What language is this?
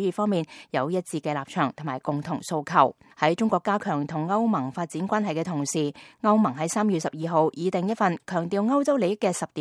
Cantonese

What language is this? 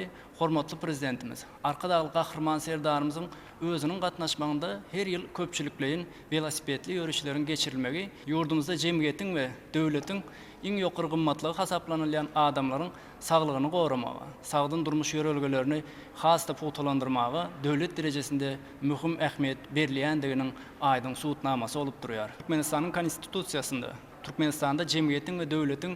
Turkmen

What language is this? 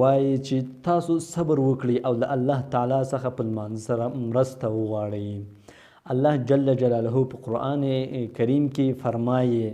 Pashto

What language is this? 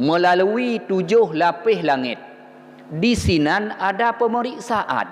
Achinese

